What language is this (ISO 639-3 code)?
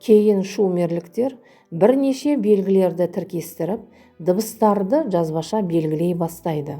kaz